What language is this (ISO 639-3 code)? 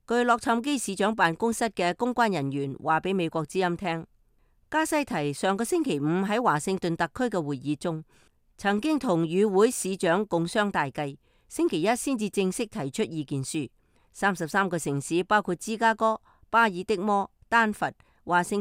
yue